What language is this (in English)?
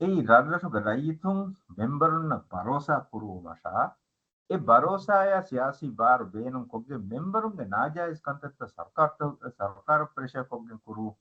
Divehi